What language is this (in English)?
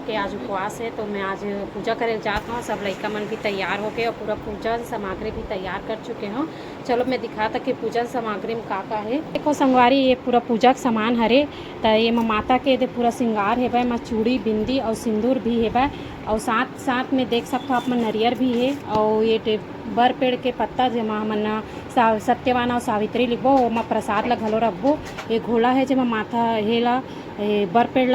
Chhattisgarhi